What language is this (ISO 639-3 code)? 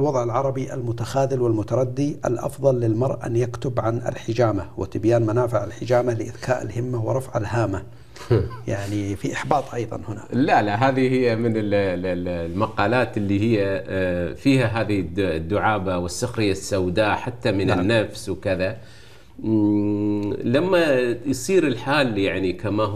ara